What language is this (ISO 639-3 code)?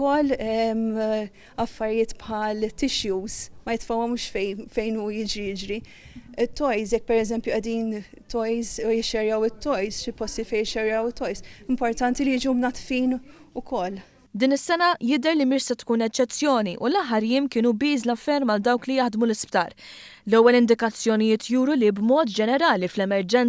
mlt